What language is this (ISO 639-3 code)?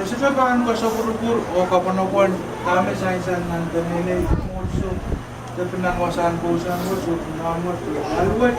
pon